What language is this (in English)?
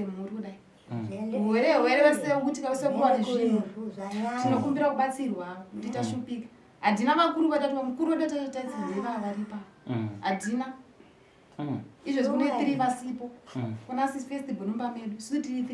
Shona